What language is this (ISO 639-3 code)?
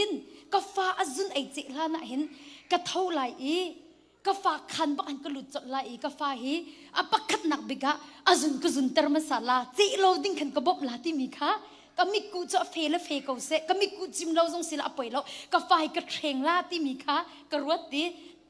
cnh